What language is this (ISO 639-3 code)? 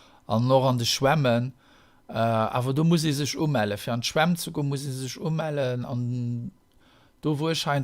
ltz